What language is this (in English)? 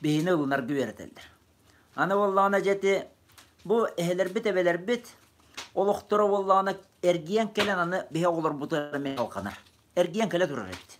Yakut